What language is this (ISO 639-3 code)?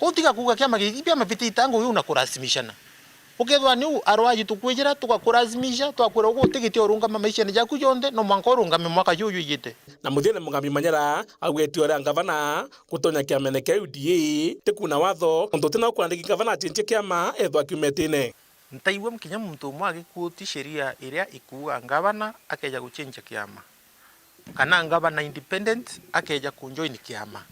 mer